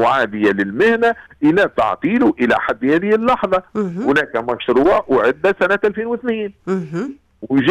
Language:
Arabic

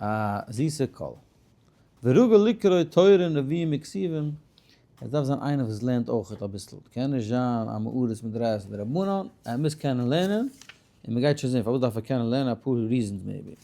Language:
Yiddish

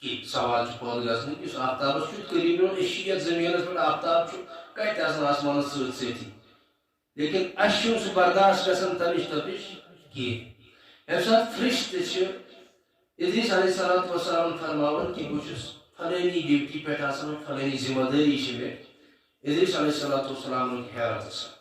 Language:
Kashmiri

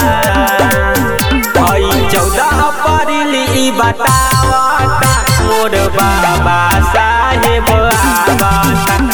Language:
Bhojpuri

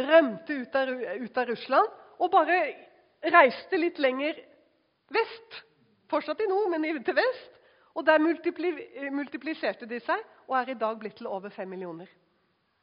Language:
Norwegian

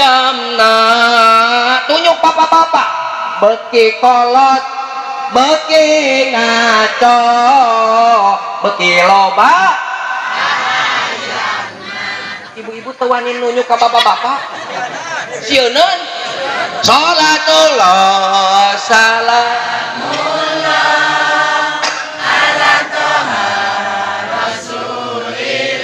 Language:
Sundanese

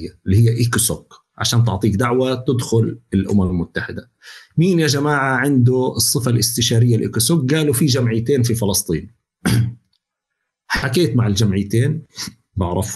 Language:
North Levantine Arabic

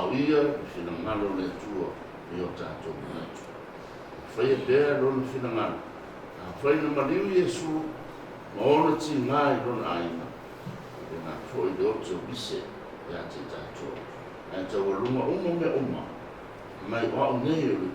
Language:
Samoan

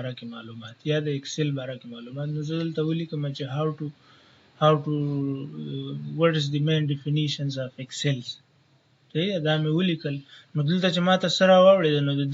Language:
Pashto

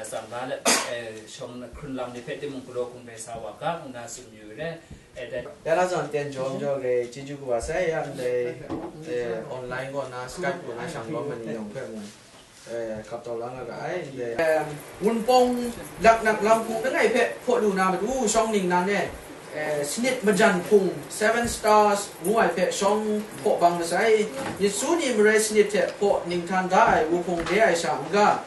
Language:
Kachin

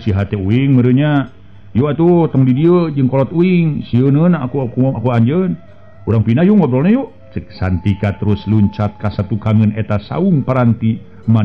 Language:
Sundanese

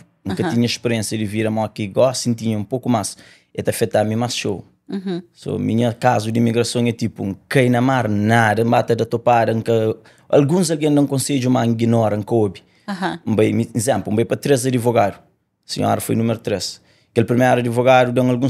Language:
Kabuverdianu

